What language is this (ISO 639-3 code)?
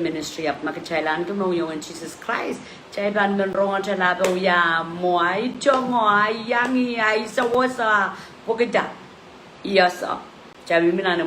pon